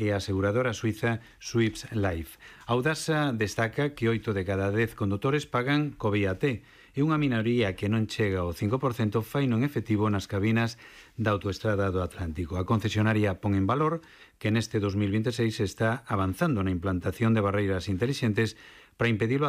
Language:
Galician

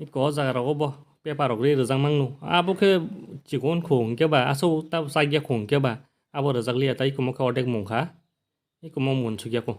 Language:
Kok Borok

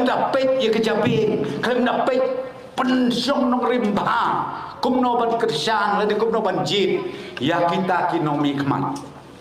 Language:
Khasi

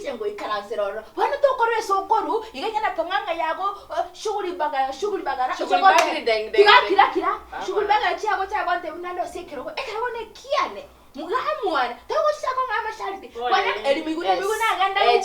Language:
Gusii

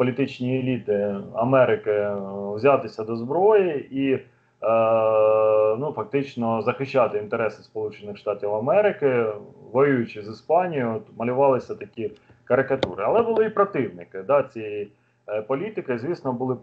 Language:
Ukrainian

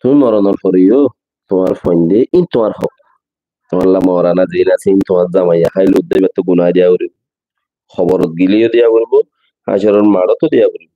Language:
Rohingya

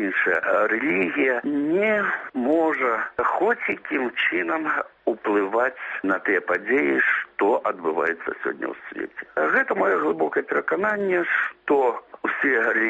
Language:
Belarusian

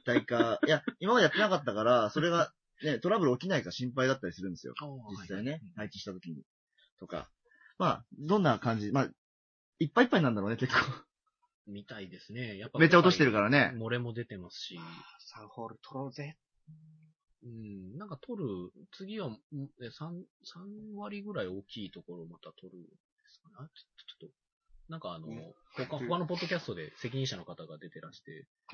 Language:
Japanese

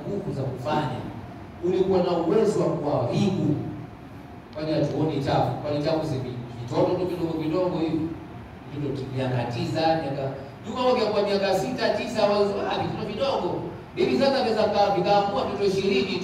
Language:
Swahili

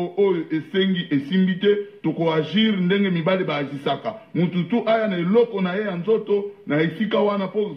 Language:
Lingala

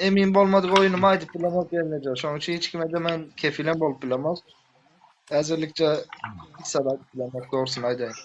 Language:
Turkmen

